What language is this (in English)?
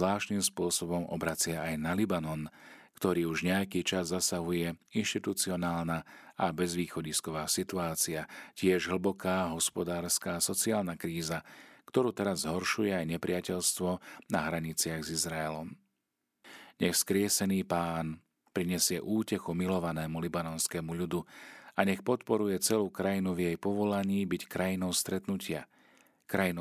Slovak